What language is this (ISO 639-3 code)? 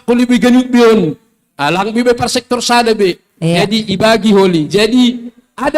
bts